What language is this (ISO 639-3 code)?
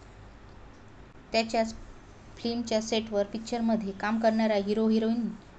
mar